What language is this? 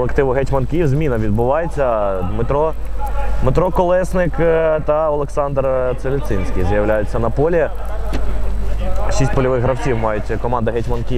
Ukrainian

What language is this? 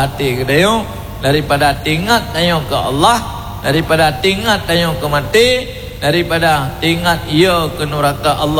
Achinese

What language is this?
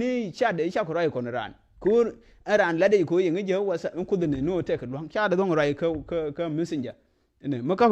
Nuer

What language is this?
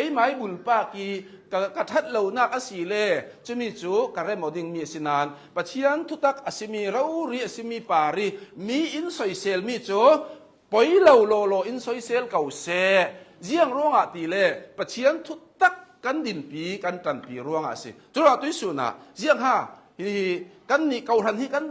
Hakha Chin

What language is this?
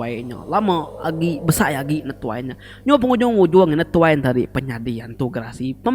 Iban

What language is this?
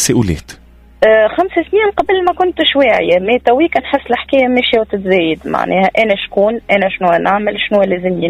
Tunisian Arabic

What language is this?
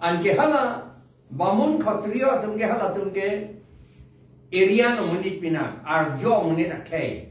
Karbi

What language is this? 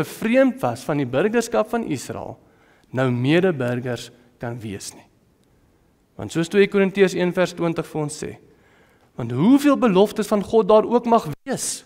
Afrikaans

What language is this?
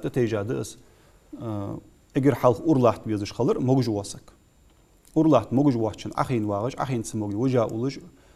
Ingush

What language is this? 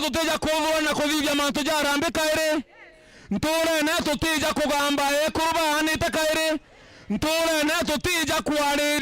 Meru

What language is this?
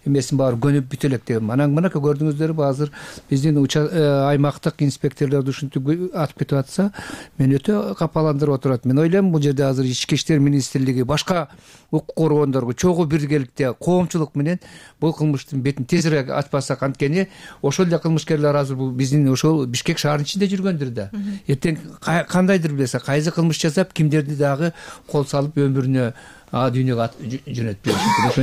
Kyrgyz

